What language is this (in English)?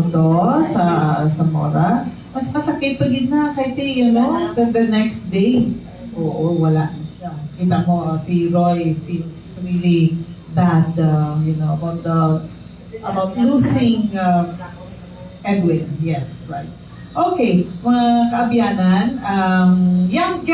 Hiligaynon